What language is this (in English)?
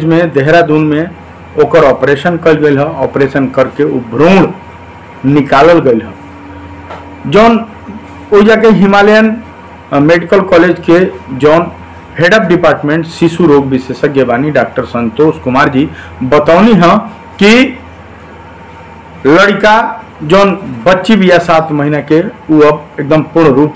Bhojpuri